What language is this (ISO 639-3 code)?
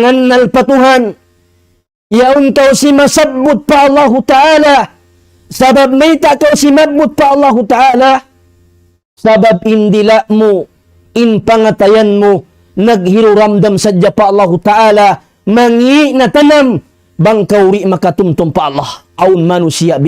tsg